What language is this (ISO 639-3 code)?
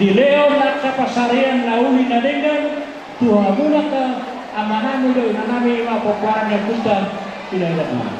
bbc